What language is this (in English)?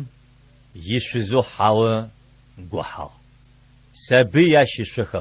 Adyghe